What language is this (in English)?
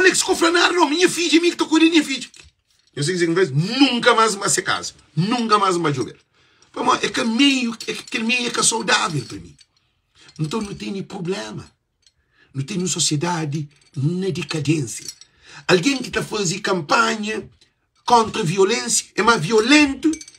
Kabuverdianu